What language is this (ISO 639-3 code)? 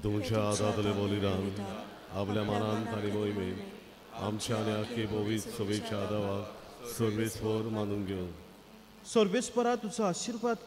kok